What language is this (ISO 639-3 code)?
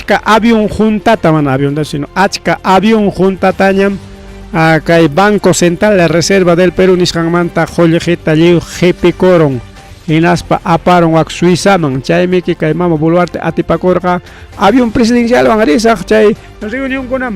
quy